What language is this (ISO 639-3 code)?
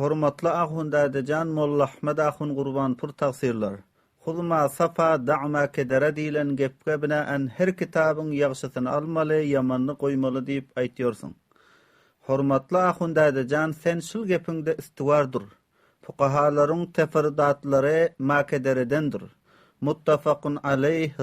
tuk